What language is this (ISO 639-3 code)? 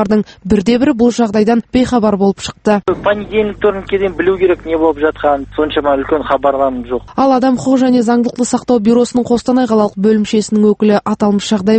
kaz